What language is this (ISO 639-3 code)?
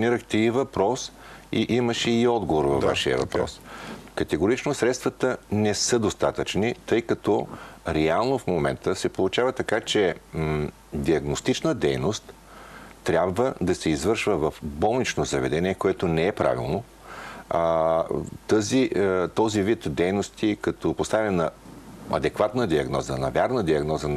bul